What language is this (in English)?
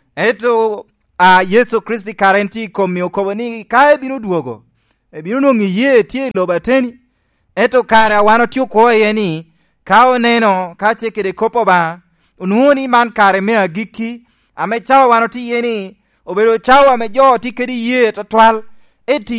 Lango (Uganda)